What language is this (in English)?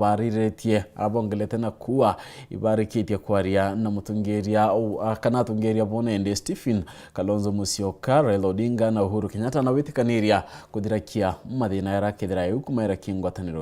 Meru